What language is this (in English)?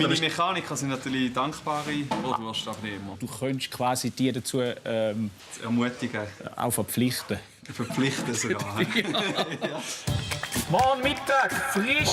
Swiss German